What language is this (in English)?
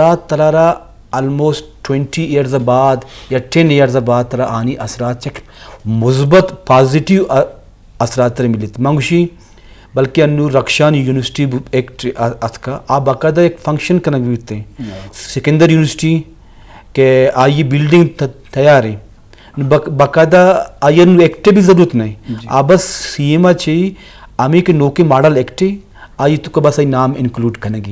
Eastern Balochi